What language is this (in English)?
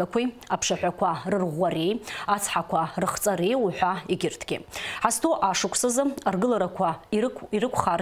Abkhazian